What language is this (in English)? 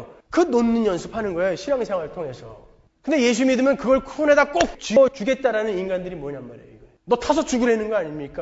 Korean